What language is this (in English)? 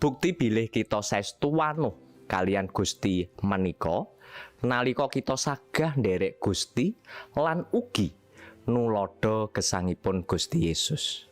Javanese